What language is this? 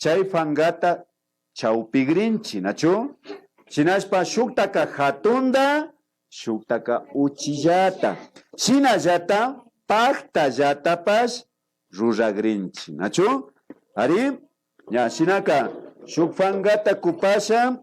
Imbabura Highland Quichua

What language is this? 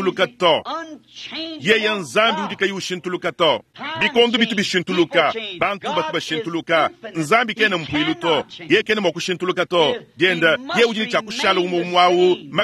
Luba-Lulua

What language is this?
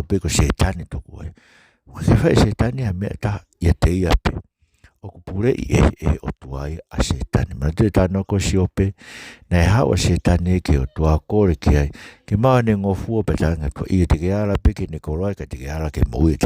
Tongan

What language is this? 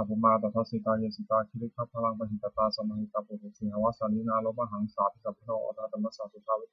Pali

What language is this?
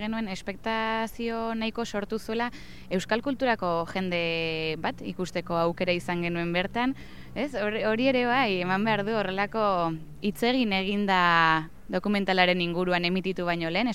Basque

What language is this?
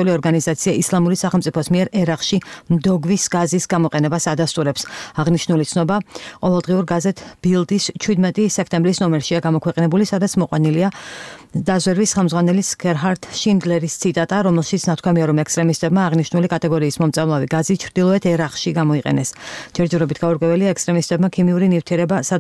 Georgian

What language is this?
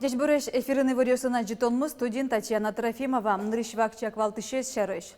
Udmurt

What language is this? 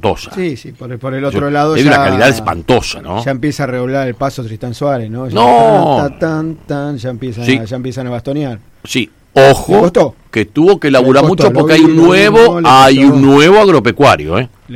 Spanish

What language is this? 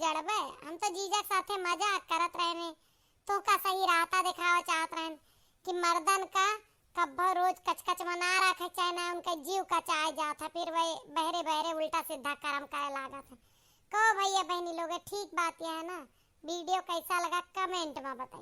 Awadhi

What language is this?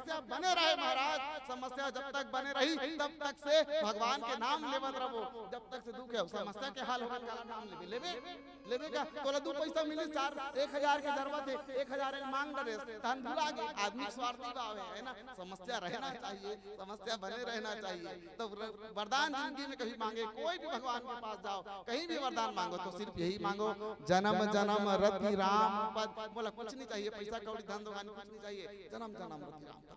Chhattisgarhi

